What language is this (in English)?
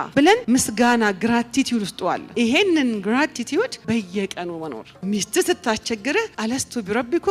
Amharic